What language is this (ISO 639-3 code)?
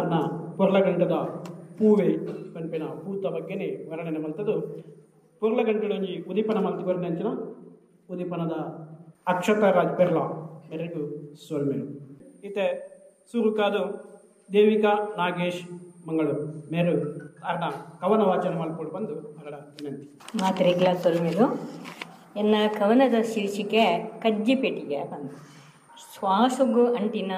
tcy